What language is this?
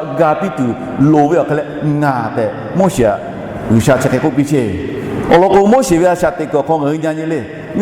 Lahu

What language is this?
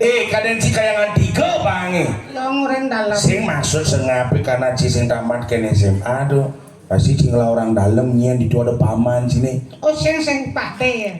Balinese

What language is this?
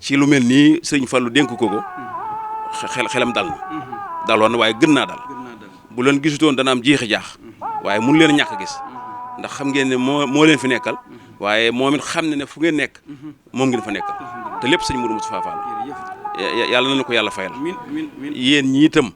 Wolof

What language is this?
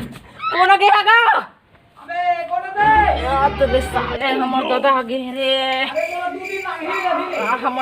Chhattisgarhi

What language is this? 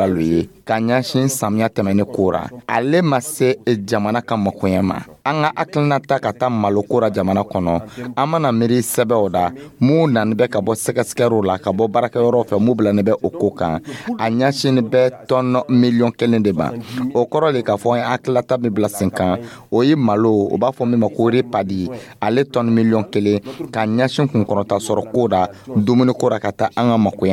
Dyula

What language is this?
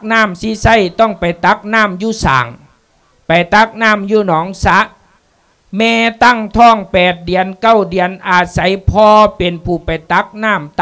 Lao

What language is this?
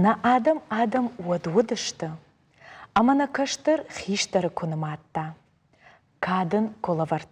Ossetic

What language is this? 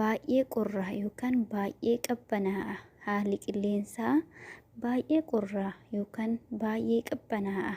Oromo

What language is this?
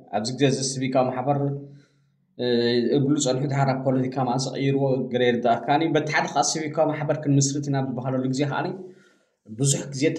Tigrinya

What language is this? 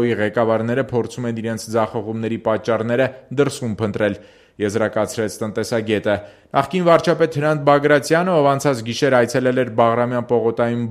Armenian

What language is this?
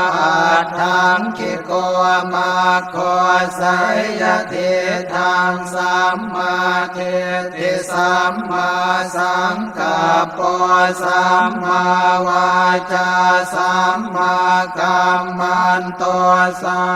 Pali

